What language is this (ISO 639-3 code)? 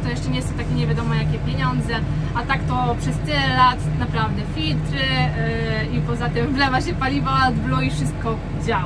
pol